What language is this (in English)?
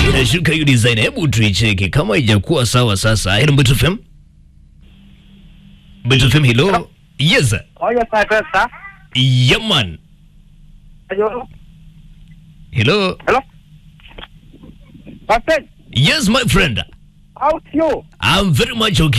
Swahili